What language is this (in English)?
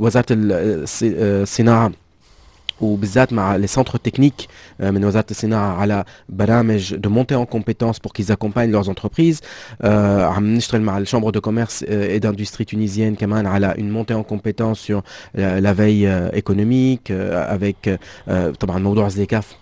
Tunisian Arabic